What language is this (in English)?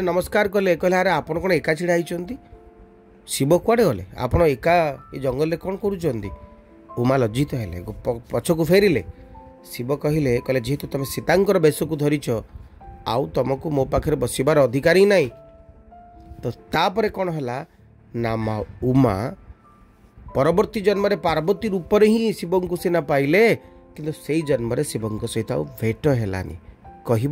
Odia